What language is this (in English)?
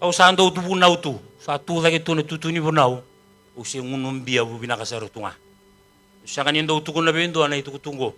Fijian